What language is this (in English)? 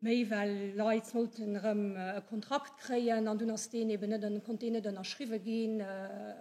Luxembourgish